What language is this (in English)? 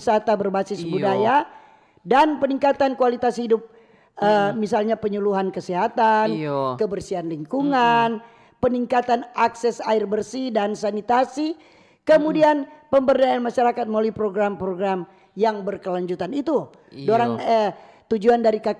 Manado Malay